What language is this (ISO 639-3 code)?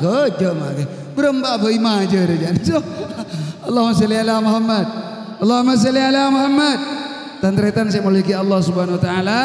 mad